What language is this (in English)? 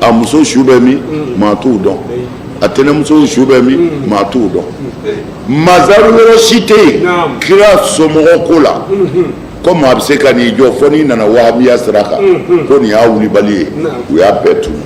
Bambara